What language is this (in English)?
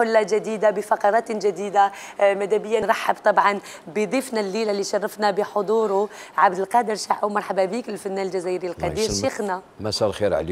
Algerian Arabic